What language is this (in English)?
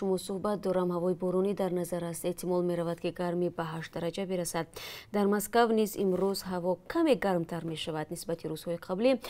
Tajik